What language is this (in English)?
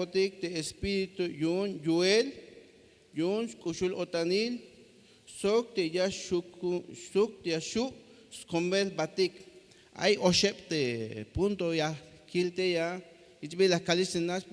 Tzeltal